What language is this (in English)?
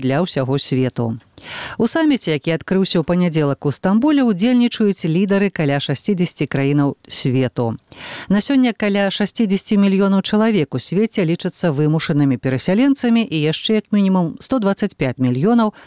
Belarusian